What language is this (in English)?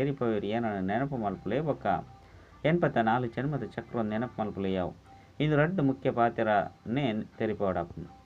Tulu